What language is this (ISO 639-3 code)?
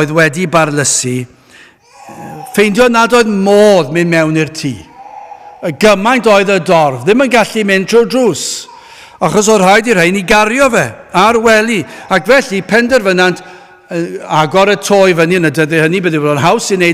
cym